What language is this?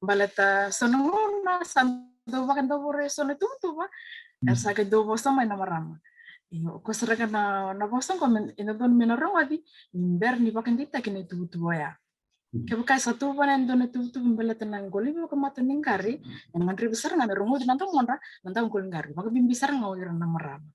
Fijian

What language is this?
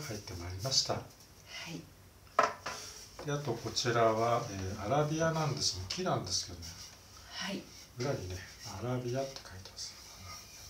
Japanese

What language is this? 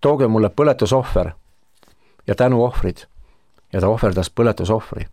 Estonian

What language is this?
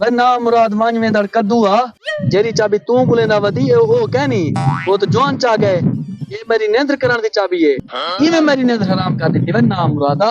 Saraiki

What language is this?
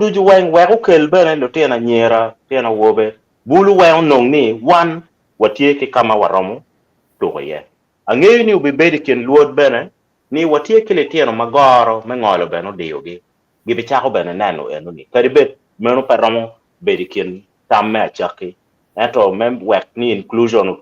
Acoli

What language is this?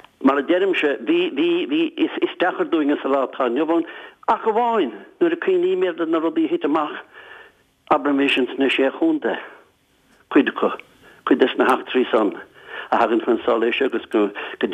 Irish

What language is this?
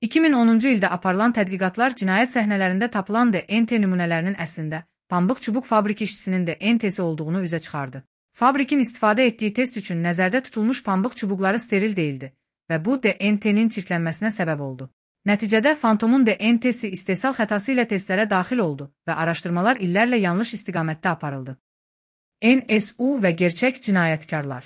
Azerbaijani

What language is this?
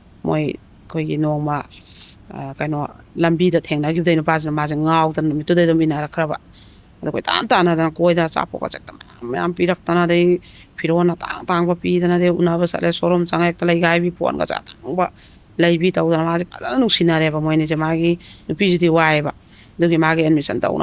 Manipuri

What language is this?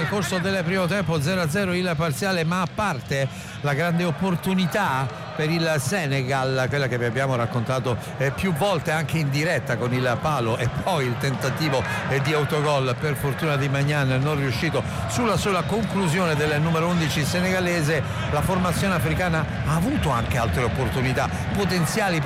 Italian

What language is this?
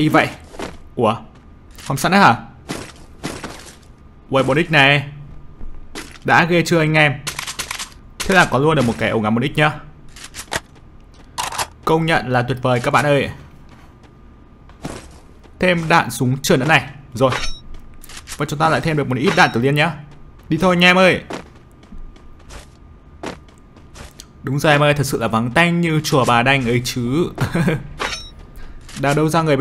Vietnamese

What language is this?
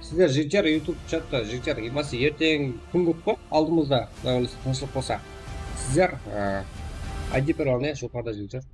Kara-Kalpak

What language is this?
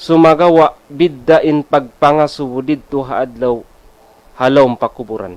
Tausug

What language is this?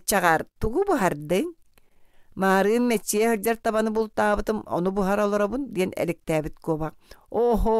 Yakut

